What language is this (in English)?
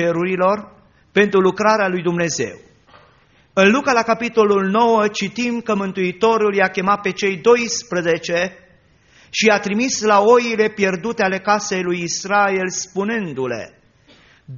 Romanian